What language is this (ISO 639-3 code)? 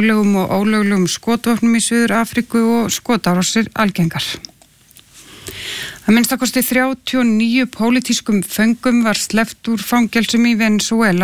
isl